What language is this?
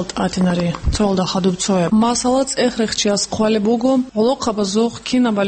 Avaric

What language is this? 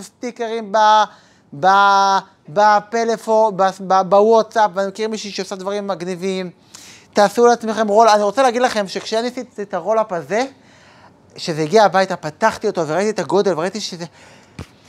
Hebrew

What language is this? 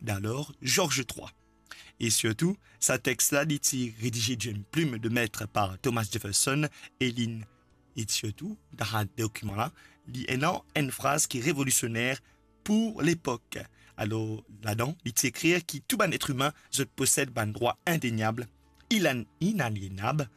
Morisyen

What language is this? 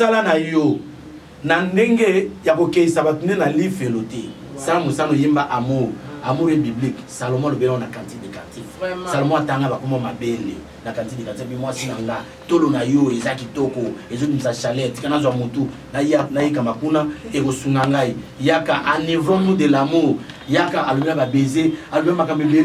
Lingala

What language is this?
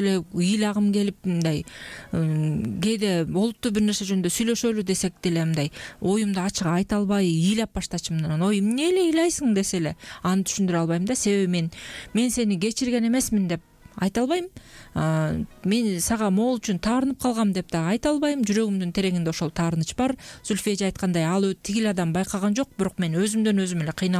Kyrgyz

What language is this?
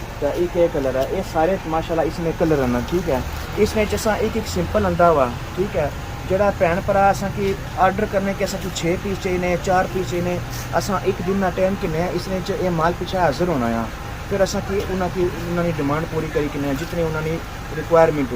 Pahari-Potwari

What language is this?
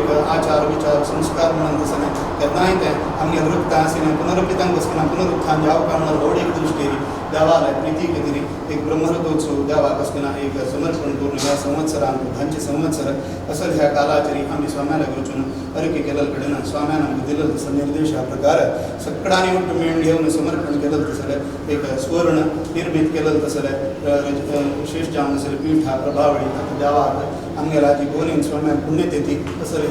Konkani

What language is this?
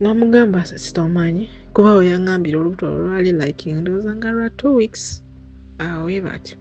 Ganda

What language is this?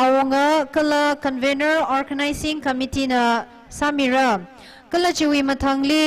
Tangkhul Naga (India)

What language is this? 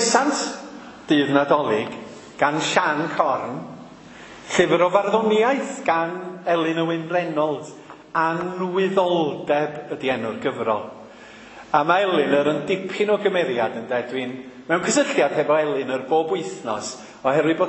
Welsh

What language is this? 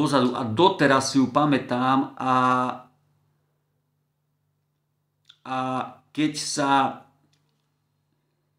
Slovak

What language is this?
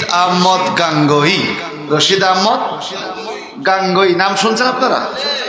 Bangla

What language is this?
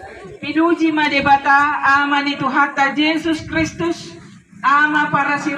Batak Toba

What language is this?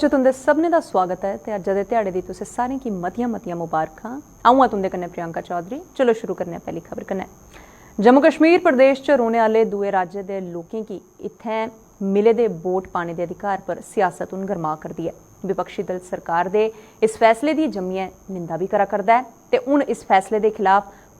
Dogri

